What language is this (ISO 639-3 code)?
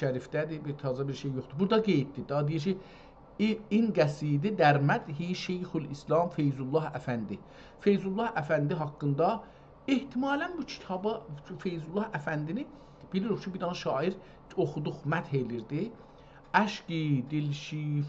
azb